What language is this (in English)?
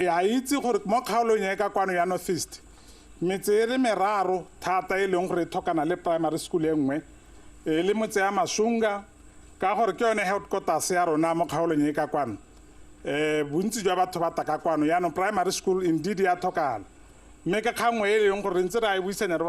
Tswana